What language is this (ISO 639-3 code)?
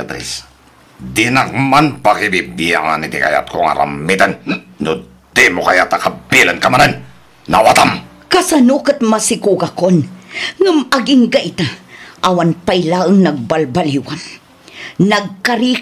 ilo